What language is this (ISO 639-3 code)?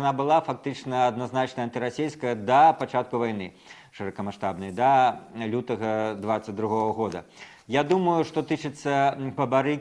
bel